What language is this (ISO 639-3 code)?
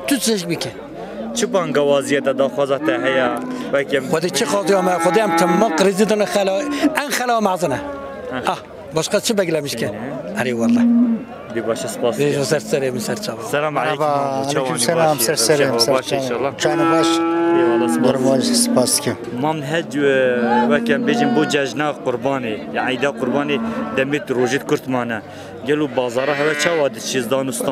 kur